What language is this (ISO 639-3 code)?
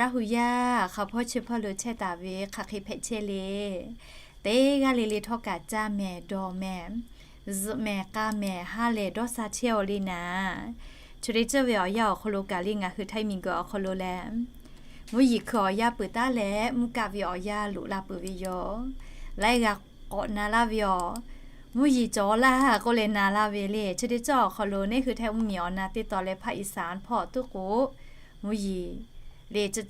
lhu